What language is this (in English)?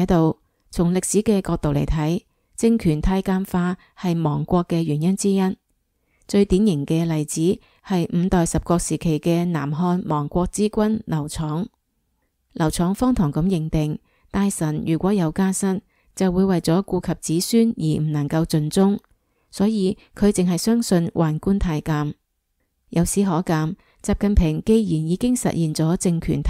Cantonese